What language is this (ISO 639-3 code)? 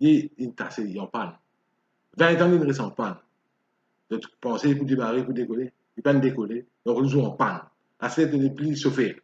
mfe